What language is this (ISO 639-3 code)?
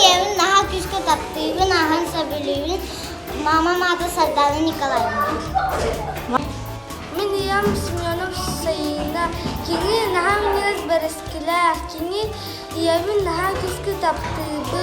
sah